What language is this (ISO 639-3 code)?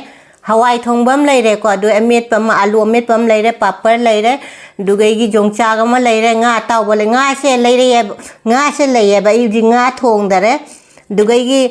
mni